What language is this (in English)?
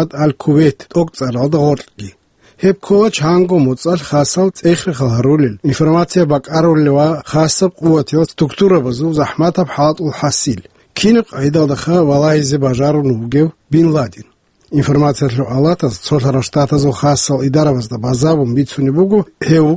Avaric